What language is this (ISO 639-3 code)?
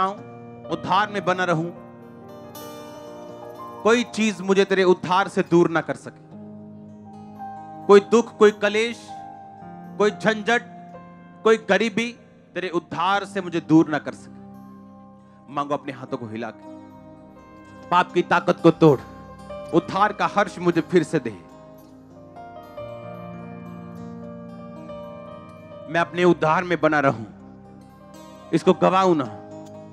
hin